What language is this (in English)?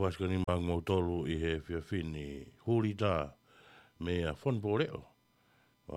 Tongan